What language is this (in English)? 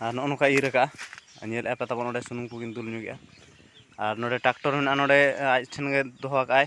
Santali